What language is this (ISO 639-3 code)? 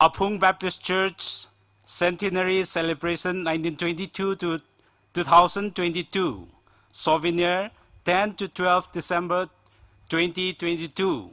nmf